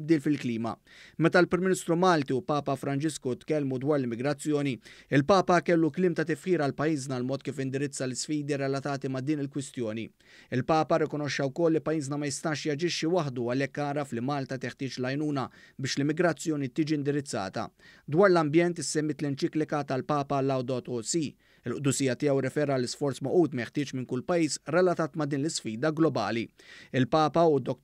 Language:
Maltese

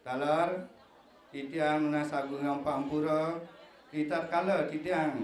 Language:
Balinese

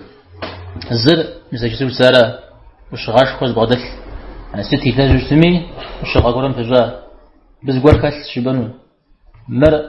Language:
Kabardian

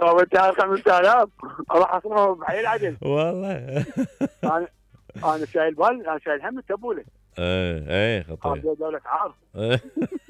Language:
Mesopotamian Arabic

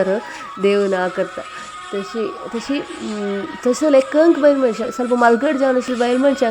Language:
Konkani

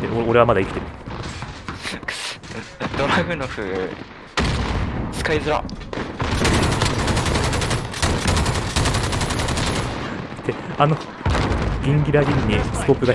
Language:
Japanese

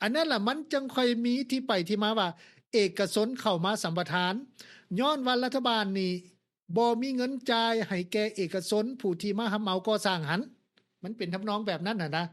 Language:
Lao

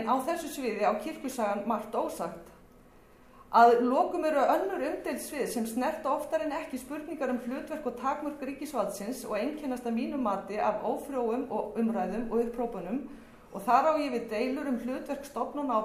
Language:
Icelandic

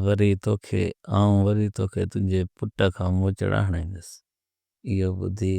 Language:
Sindhi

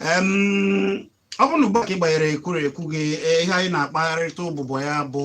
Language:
Igbo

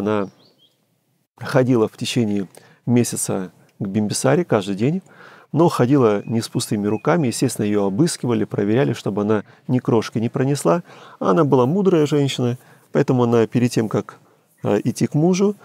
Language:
Russian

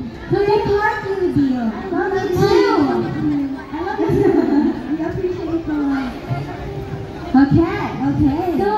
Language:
English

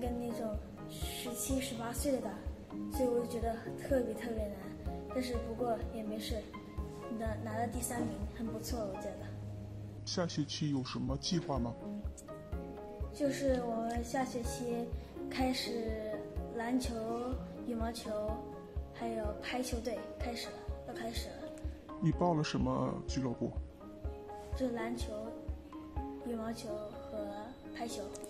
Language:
Chinese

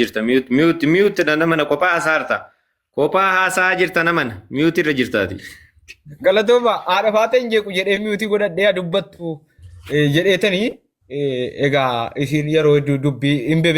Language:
Oromo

